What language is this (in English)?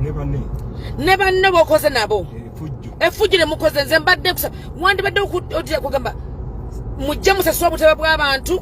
Ganda